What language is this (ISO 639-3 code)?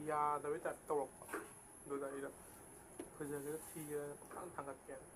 mni